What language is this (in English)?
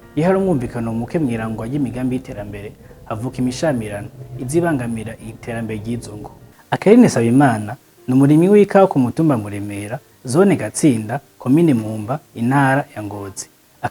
Rundi